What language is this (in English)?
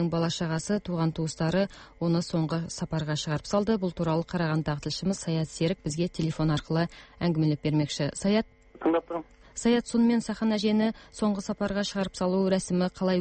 Kazakh